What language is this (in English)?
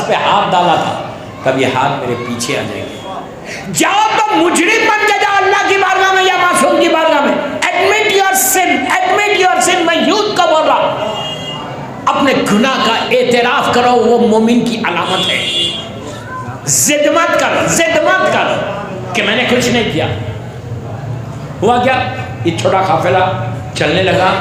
Urdu